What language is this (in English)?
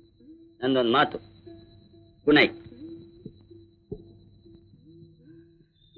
Kannada